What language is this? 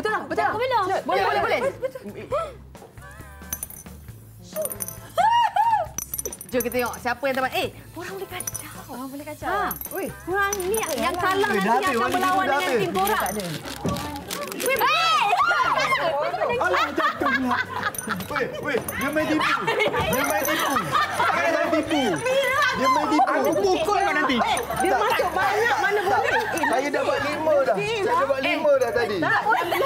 Malay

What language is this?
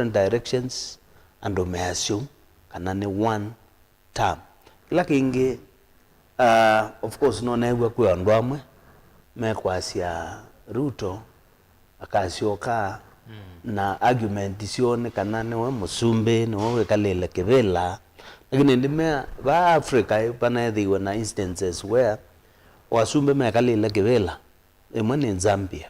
Kamba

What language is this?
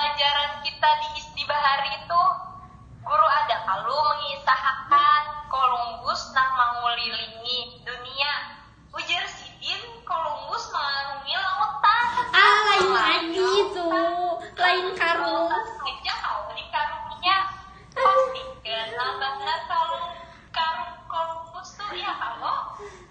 Banjar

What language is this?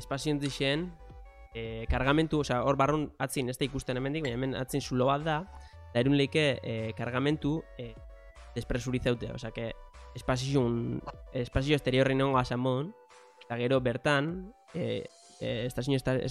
Basque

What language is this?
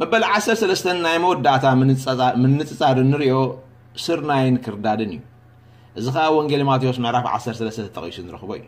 Tigrinya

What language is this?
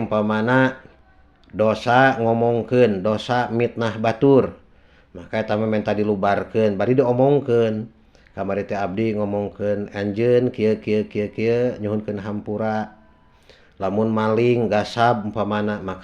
Sundanese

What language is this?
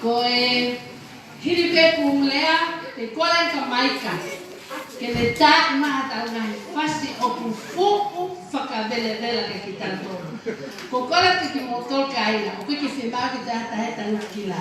Tongan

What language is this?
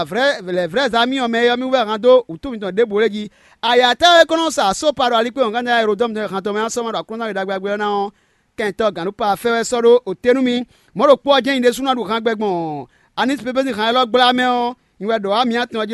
Fon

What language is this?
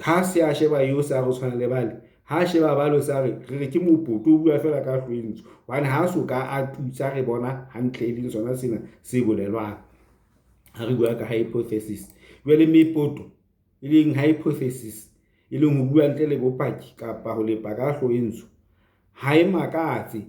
Southern Sotho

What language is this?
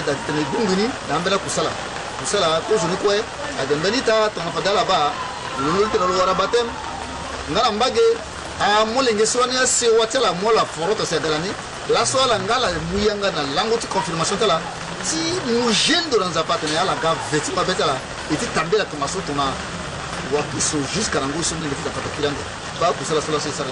Sango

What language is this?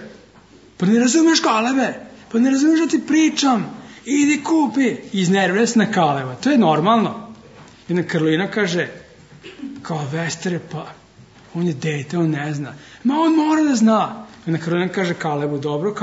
Serbian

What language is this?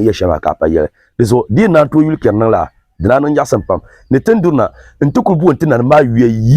Dagbani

